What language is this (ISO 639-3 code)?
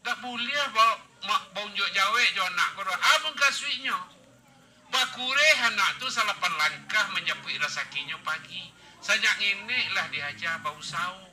min